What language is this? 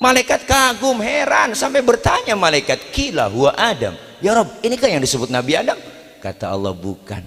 Betawi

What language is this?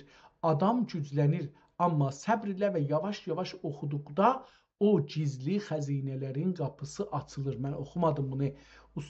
South Azerbaijani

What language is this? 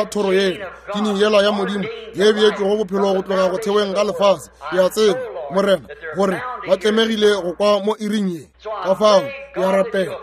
Northern Sotho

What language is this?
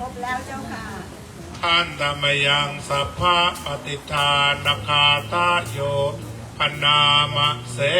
Pali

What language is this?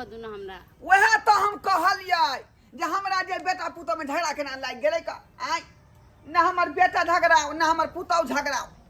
Maithili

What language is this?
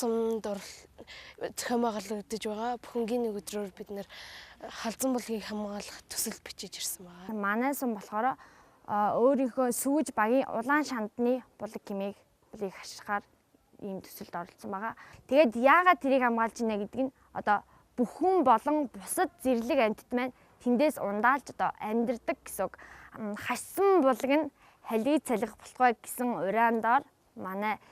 Mongolian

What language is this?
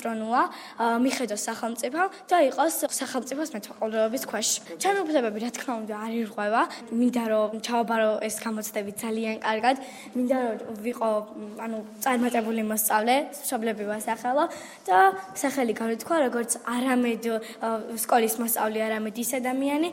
Georgian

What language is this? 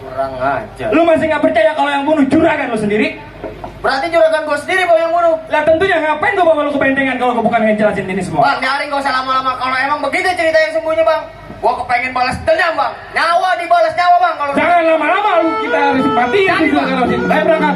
Betawi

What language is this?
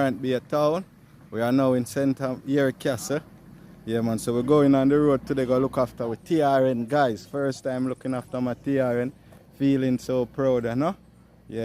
Jamaican Creole English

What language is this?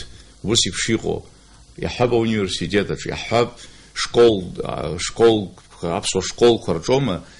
Abkhazian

